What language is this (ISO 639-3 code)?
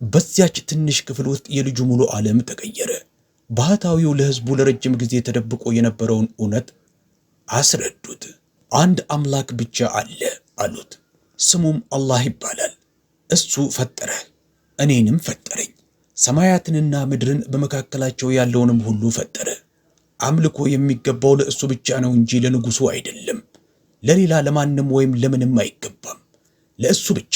amh